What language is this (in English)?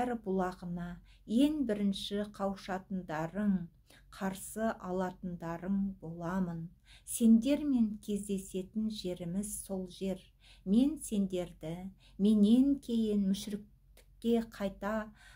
Kazakh